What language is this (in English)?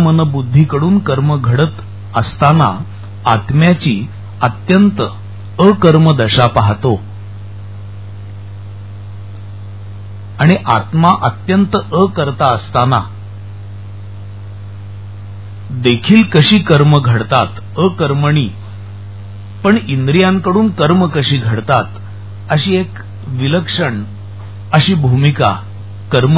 Marathi